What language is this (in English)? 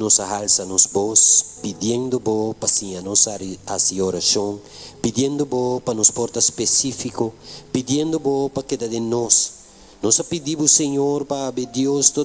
Papiamento